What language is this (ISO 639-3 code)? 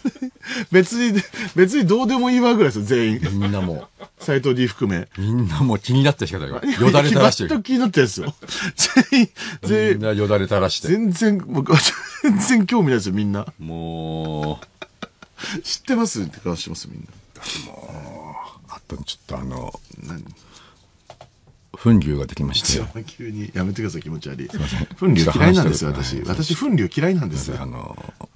jpn